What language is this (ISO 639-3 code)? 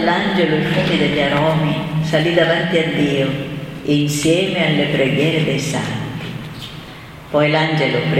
ita